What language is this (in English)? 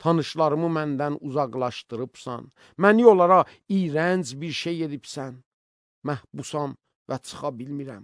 Azerbaijani